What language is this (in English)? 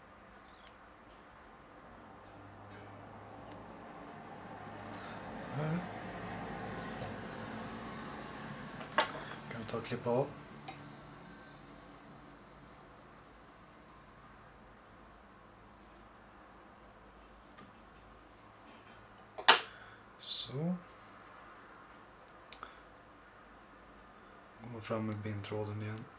Swedish